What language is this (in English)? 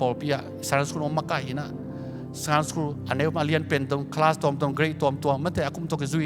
Tedim Chin